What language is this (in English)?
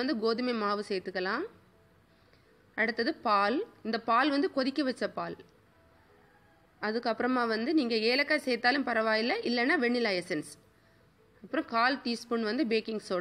Tamil